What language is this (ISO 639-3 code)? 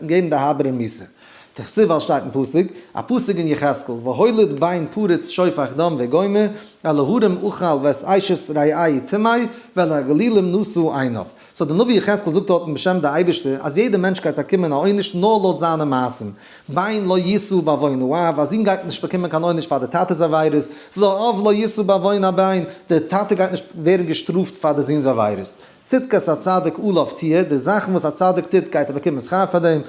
yid